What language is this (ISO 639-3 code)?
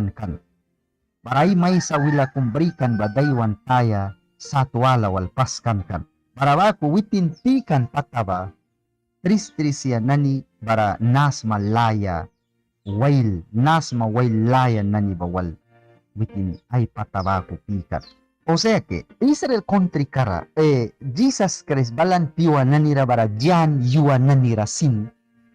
miq